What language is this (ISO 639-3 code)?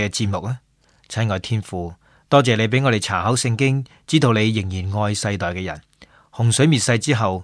yue